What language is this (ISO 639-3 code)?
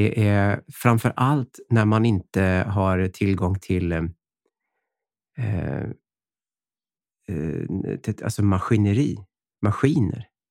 swe